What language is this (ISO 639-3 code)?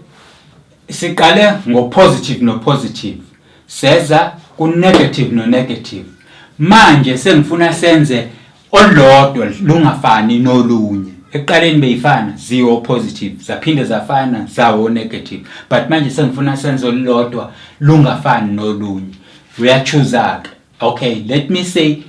zul